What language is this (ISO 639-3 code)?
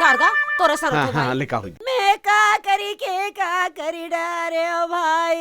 hne